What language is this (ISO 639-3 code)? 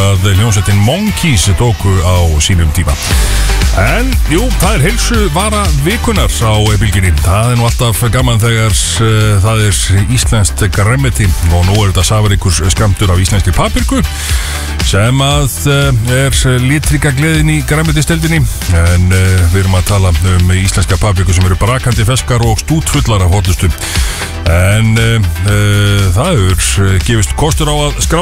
isl